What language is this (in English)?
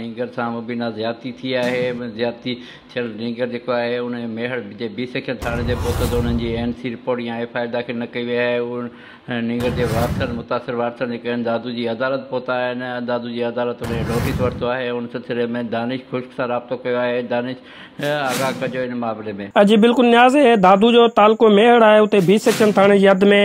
Sindhi